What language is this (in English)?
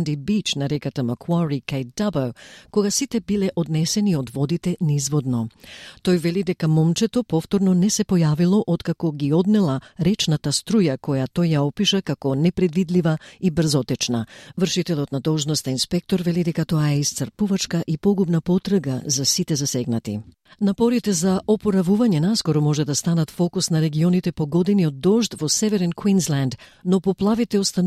Macedonian